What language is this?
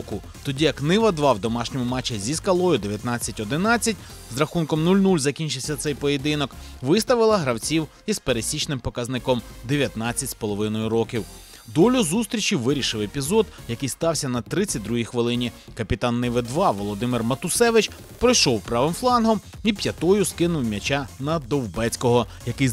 Ukrainian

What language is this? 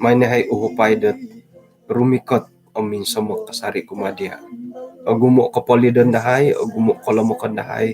Central Dusun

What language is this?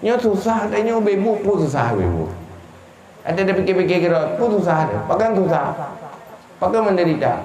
Achinese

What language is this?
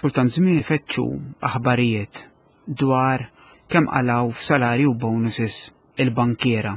Maltese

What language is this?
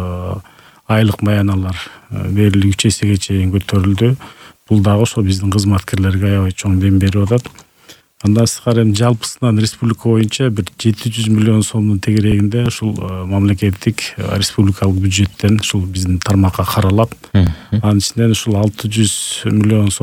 Kyrgyz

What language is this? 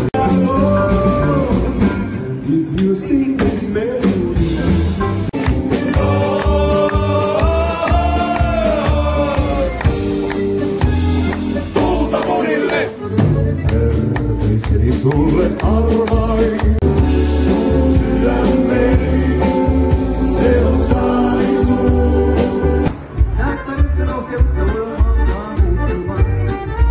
Finnish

